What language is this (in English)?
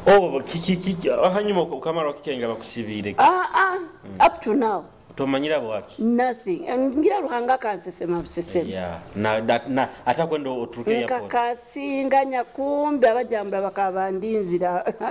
Nyoro